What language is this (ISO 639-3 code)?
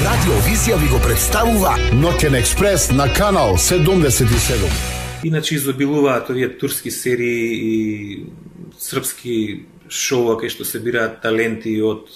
mkd